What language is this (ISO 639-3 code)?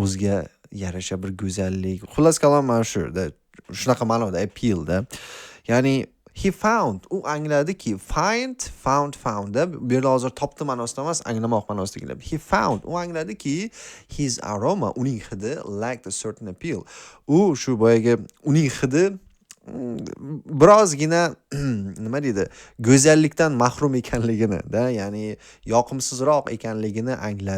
uzb